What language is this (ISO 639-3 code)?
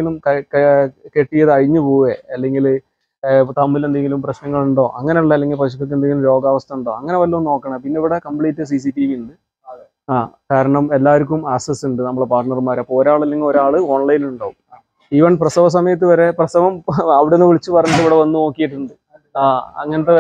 mal